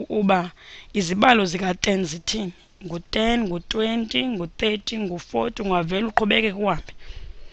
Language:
Xhosa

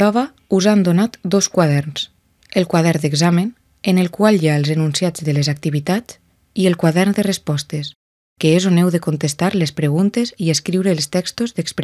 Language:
Catalan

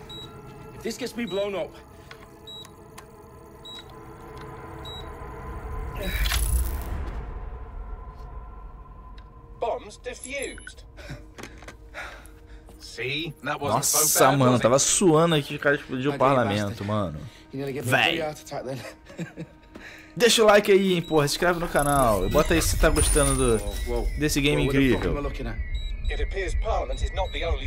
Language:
Portuguese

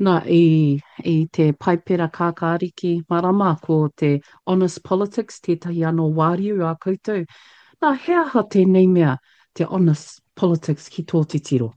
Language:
Māori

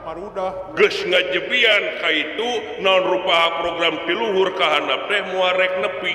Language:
Sundanese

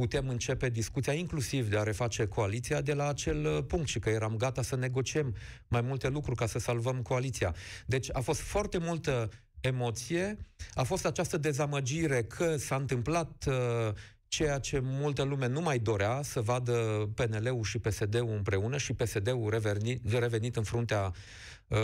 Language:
Romanian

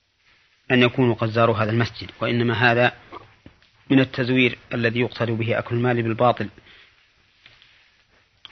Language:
Arabic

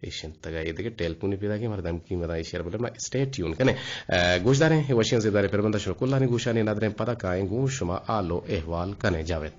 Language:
Eastern Balochi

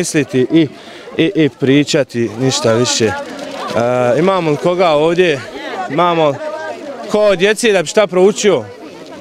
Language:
Bosnian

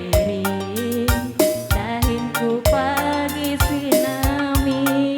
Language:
Batak Karo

